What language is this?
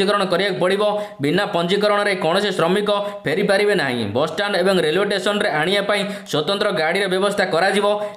Odia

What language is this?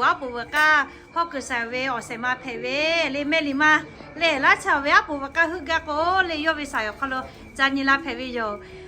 Lahu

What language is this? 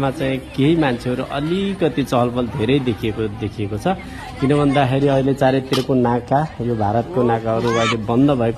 Nepali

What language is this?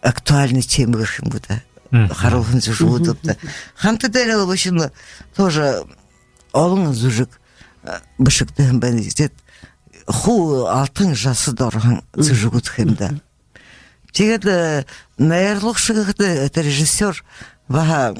Buriat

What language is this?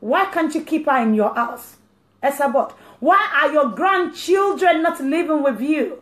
Yoruba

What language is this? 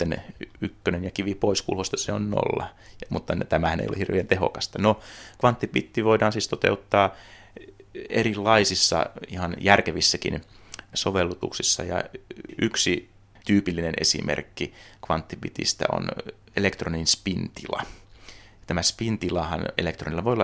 Finnish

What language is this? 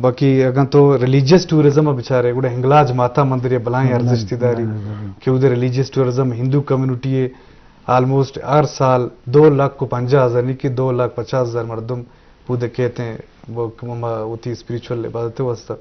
Eastern Balochi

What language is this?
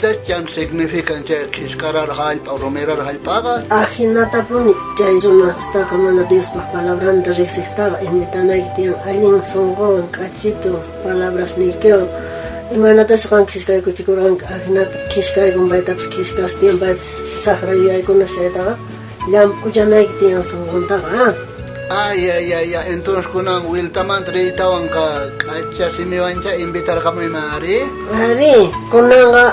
South Bolivian Quechua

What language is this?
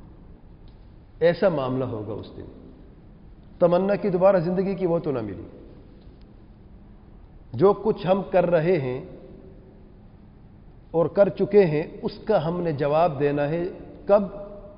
Urdu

